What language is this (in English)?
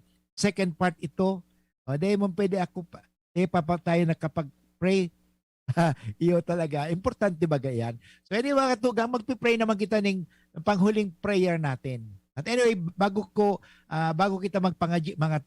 Bikol